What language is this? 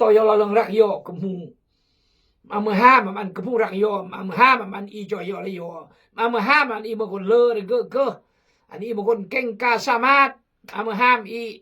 Khmu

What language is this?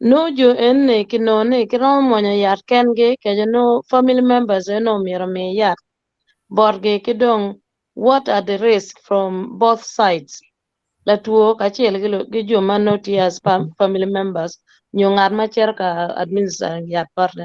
Acoli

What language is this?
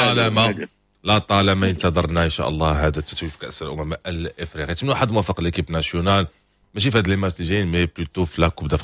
Moroccan Arabic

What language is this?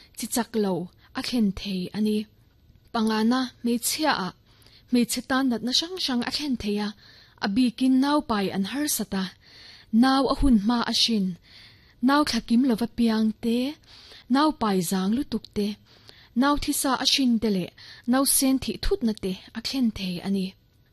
Mizo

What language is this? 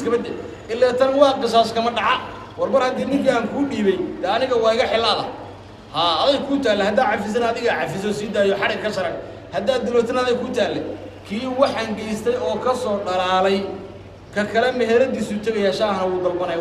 Somali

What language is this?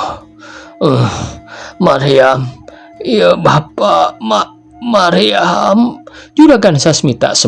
Sundanese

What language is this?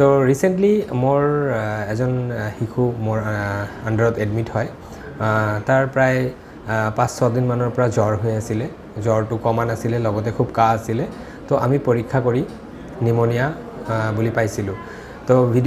Assamese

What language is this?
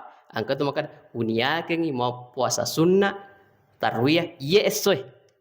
Buginese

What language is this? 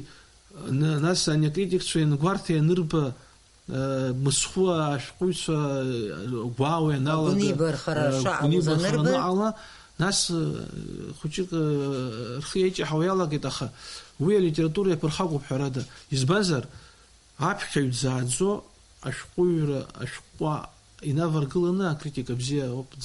Abkhazian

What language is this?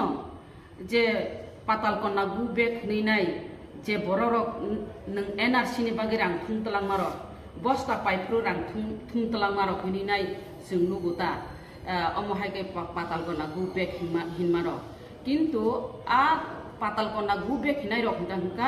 Kok Borok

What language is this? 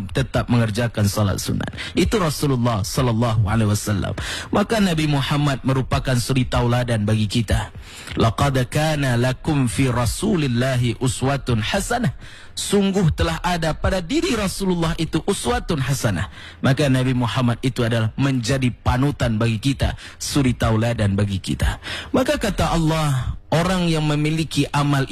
Indonesian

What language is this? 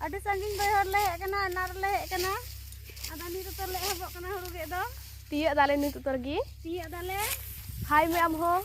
Santali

